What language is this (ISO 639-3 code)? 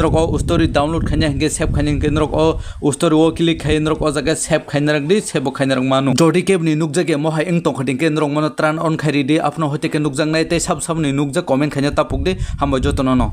trp